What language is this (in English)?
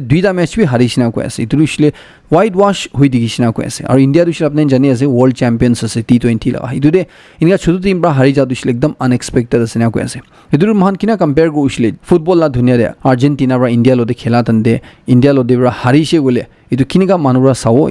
Naga Pidgin